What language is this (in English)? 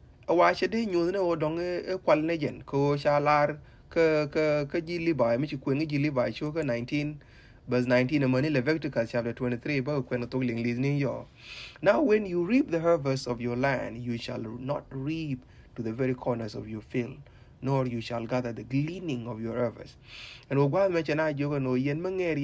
Nuer